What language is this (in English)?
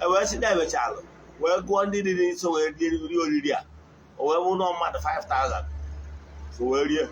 Igbo